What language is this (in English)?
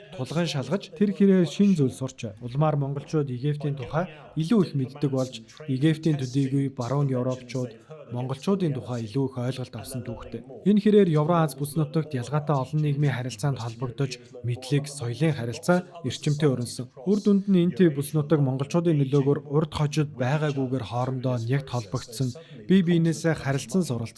Mongolian